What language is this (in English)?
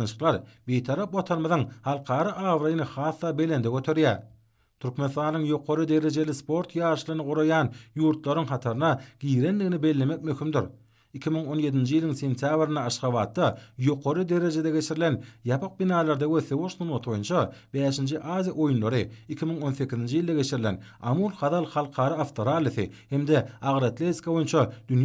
Turkmen